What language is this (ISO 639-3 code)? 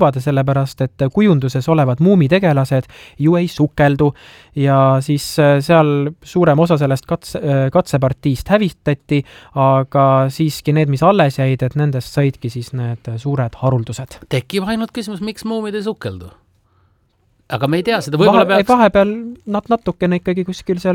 est